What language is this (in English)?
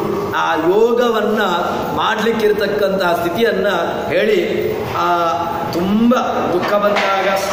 Kannada